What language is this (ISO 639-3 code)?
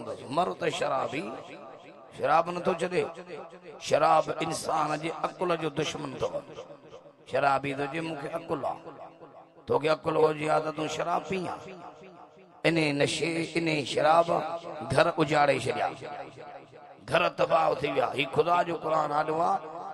snd